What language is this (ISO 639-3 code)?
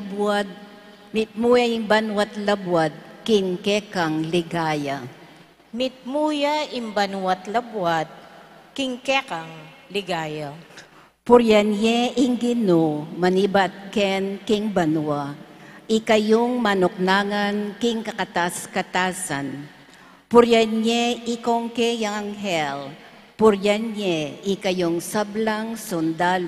pam